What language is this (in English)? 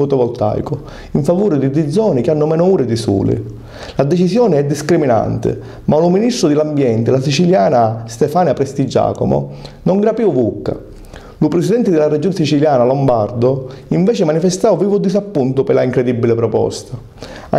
Sicilian